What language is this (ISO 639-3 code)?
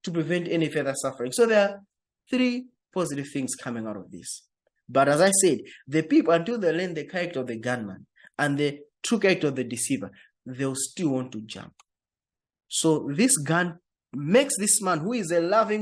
eng